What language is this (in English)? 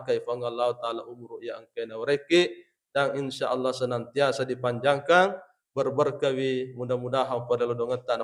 Buginese